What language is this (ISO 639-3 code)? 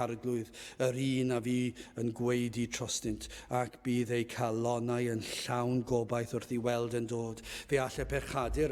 cym